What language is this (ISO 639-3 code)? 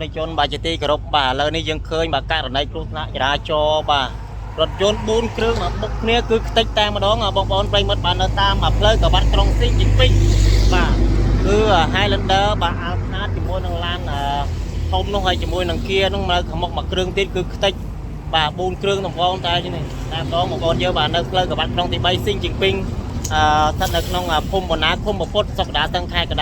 khm